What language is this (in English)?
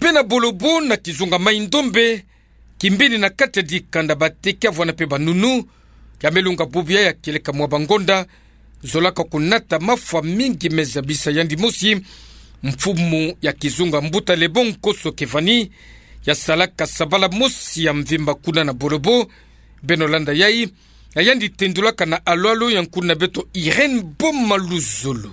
Kituba (Democratic Republic of Congo)